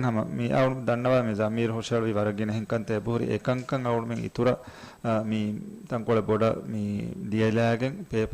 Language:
Divehi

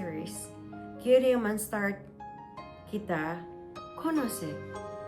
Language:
Chavacano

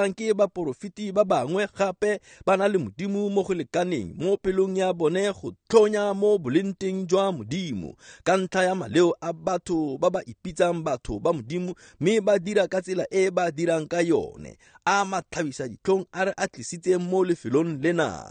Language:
Tswana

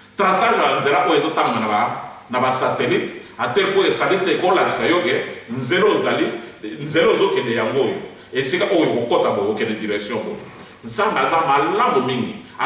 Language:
Lingala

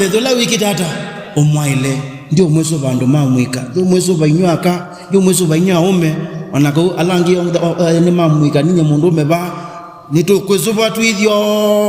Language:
Kamba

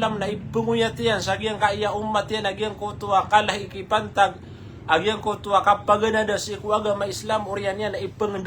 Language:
Maranao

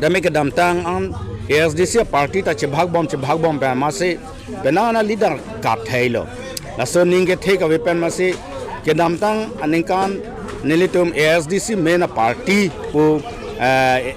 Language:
Karbi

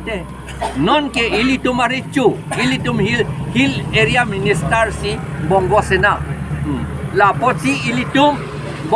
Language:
Karbi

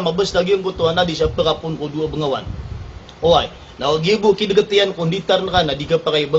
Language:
Maranao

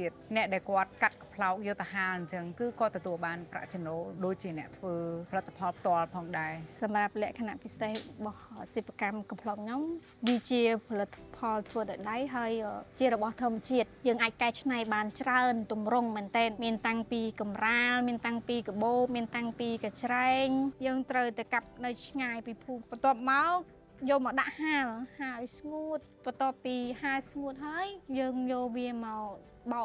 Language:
Khmer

